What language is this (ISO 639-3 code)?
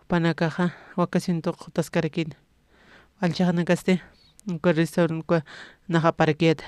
aym